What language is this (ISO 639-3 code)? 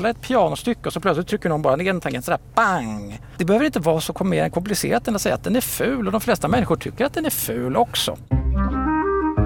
swe